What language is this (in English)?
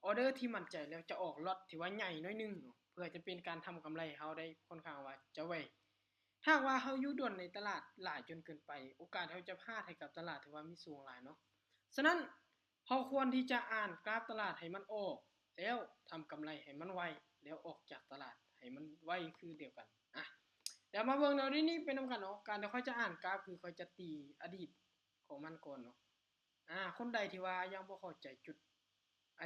Lao